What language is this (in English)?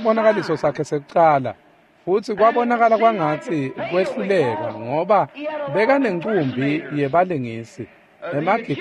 Swati